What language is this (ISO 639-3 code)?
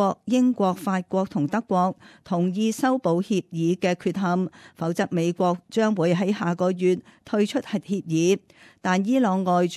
yue